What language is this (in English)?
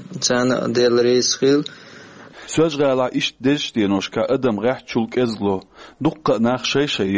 Chechen